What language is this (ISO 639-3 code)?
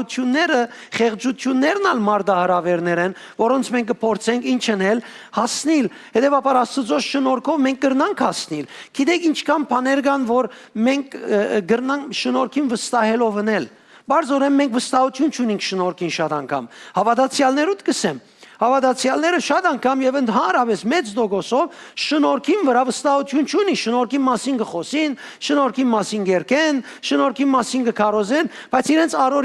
hyw